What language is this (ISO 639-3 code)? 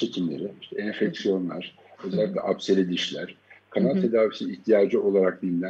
tur